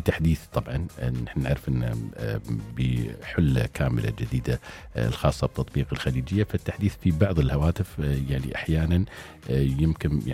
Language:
Najdi Arabic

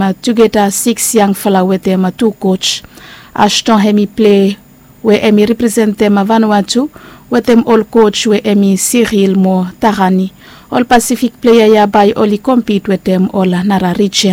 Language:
Bislama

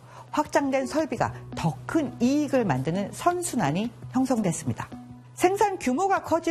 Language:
Korean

